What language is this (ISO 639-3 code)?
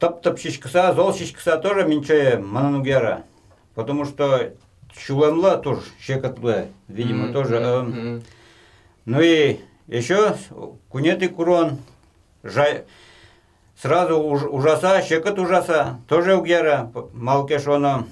udm